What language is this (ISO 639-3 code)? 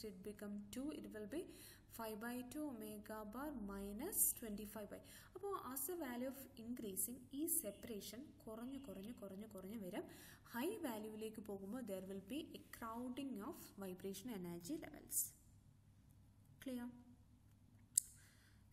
mal